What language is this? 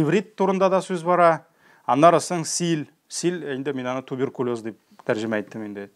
Tatar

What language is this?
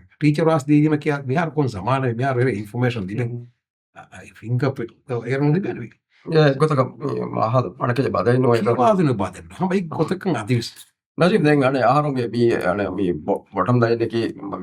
Divehi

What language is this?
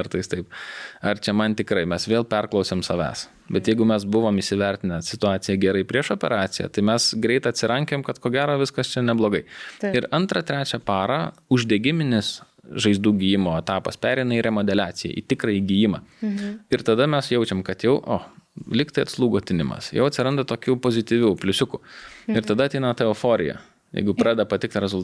Lithuanian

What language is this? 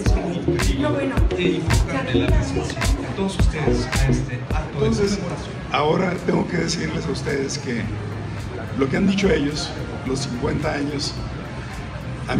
Spanish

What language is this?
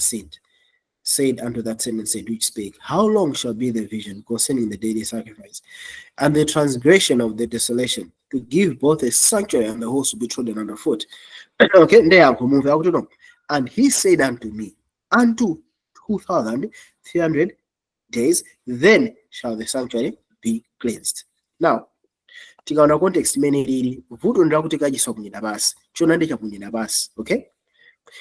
Nyanja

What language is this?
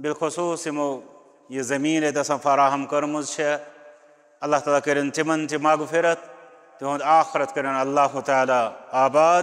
Kashmiri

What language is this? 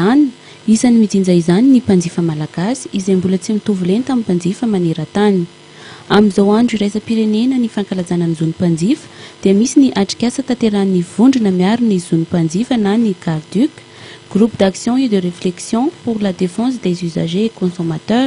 Malagasy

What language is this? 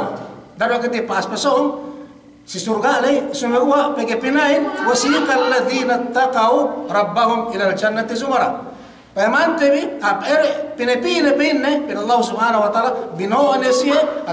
Yakan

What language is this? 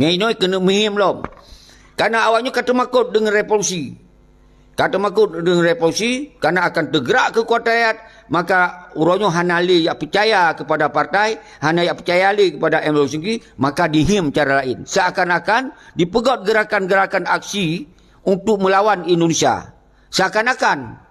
Achinese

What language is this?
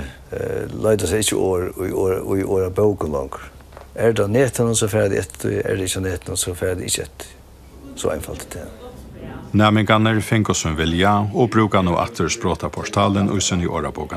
Faroese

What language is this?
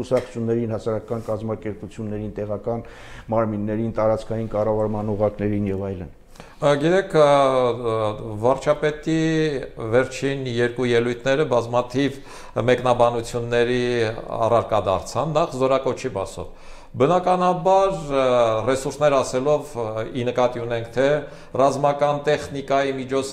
Armenian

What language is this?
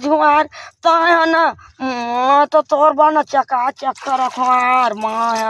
Chhattisgarhi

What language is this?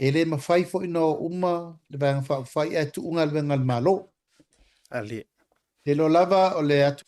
Samoan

